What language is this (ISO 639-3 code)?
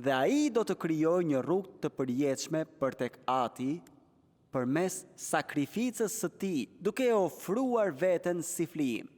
sqi